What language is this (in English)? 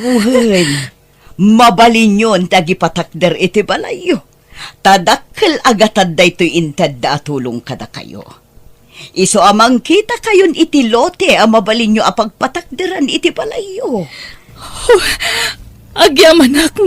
Iloko